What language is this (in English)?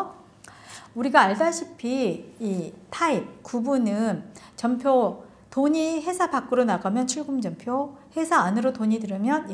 Korean